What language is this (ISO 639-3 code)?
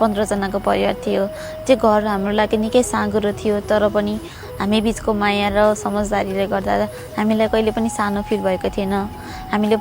nep